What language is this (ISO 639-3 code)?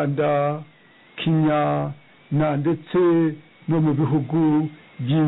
kin